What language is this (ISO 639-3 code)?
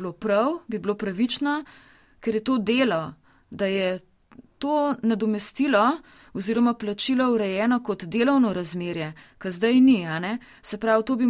slv